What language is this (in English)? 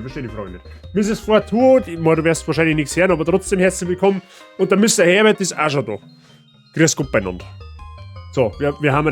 Bavarian